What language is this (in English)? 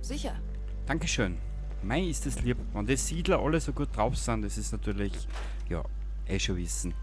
Bavarian